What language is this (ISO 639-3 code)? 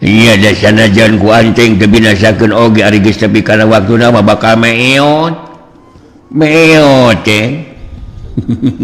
sun